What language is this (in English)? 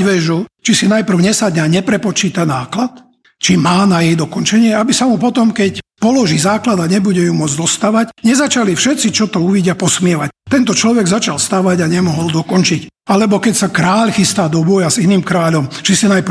Slovak